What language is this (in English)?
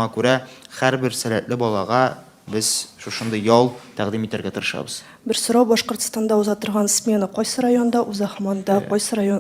Tatar